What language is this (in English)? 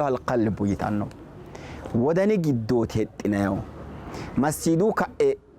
Sidamo